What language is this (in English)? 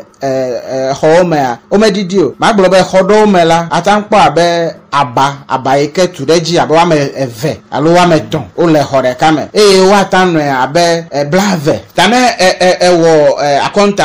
Ewe